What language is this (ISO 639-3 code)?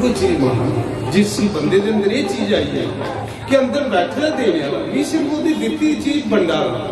doi